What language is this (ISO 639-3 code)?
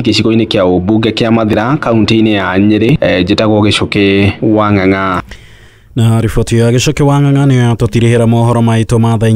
kik